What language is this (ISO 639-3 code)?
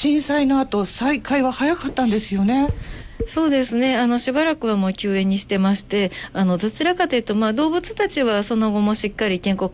jpn